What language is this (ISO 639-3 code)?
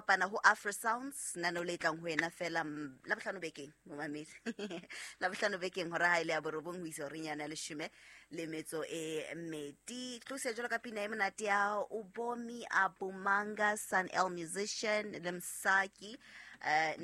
sot